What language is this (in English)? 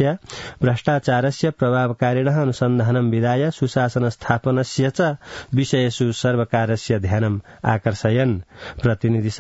Sanskrit